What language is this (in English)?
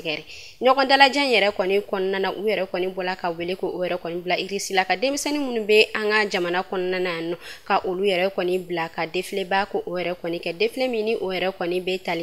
Bambara